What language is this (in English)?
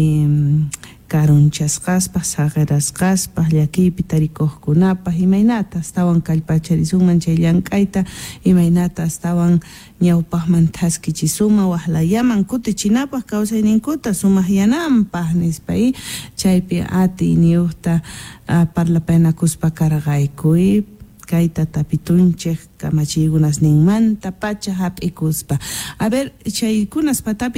Quechua